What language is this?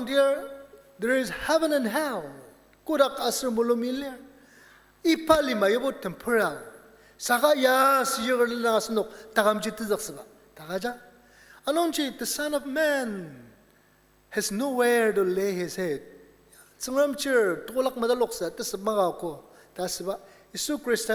Ao Naga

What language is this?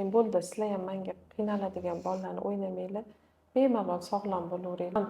Uzbek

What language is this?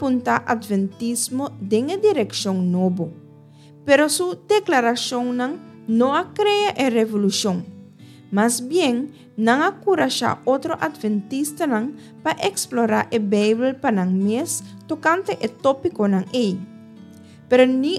Papiamento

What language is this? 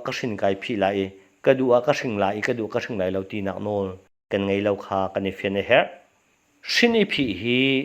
Hakha Chin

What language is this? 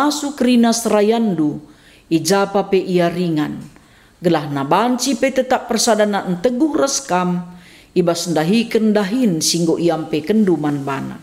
Batak Karo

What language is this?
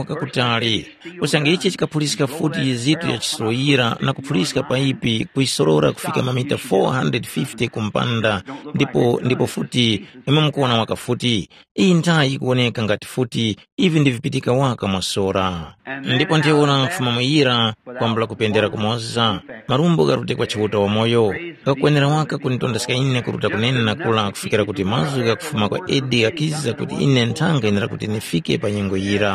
Tumbuka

